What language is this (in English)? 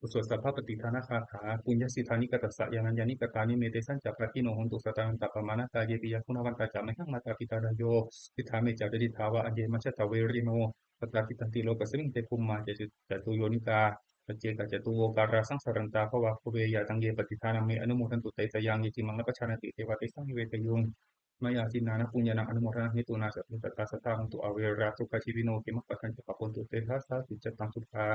Pali